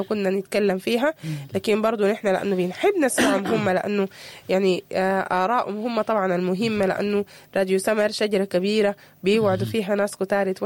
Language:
Sudanese Arabic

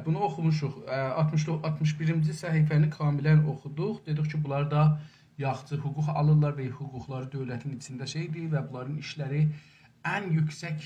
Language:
South Azerbaijani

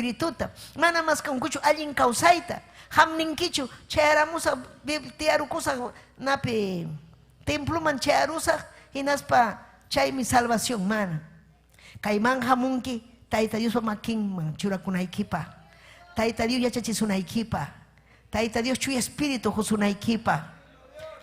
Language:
Ayacucho Quechua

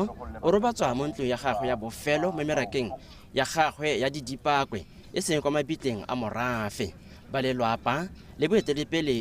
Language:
Tswana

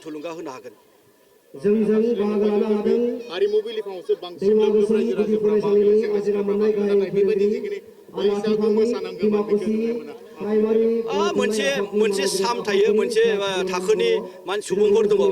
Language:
Bodo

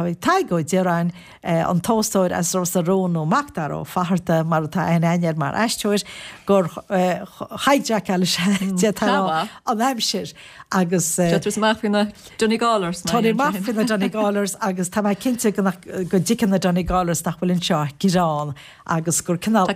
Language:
Irish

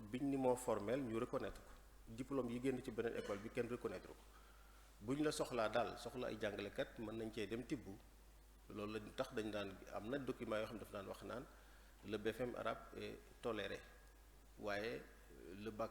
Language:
Wolof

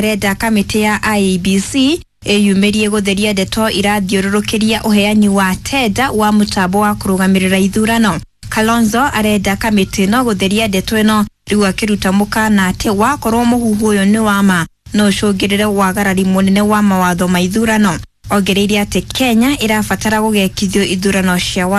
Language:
Kikuyu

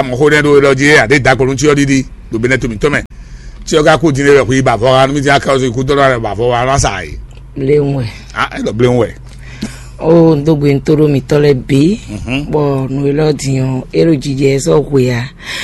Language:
Fon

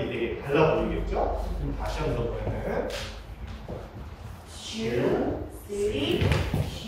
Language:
Korean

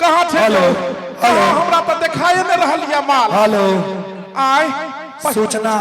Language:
Maithili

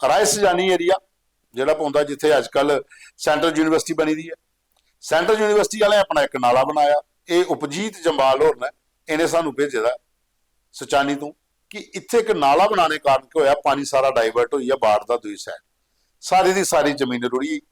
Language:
Dogri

